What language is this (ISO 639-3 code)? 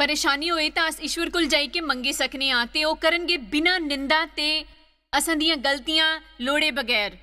doi